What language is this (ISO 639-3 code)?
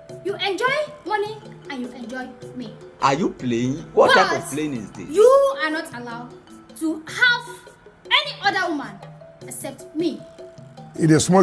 pcm